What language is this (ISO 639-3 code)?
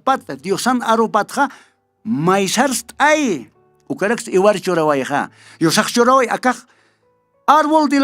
aym